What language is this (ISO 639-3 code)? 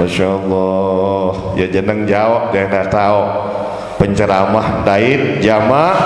sas